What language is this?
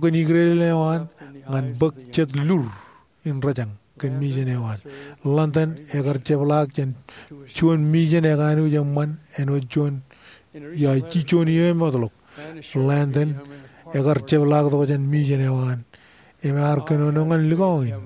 Marshallese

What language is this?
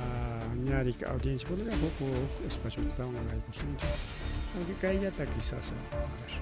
Ayacucho Quechua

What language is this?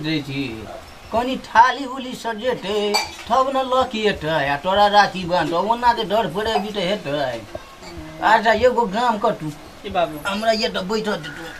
Maithili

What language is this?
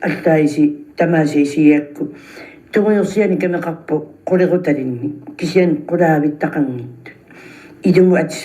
Kalaallisut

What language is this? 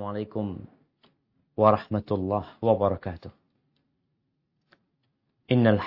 Indonesian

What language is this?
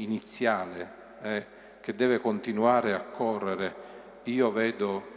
Italian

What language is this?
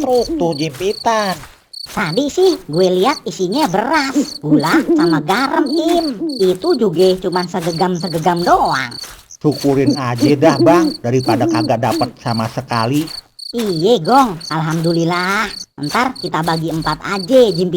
Betawi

